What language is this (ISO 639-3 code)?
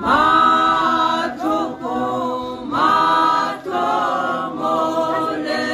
tsn